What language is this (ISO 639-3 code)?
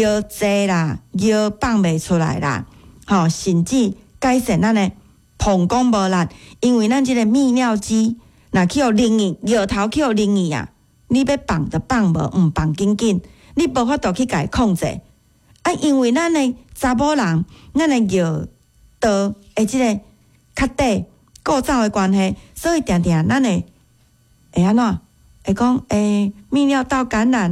nan